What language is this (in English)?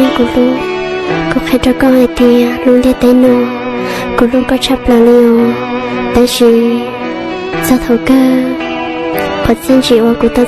Hmong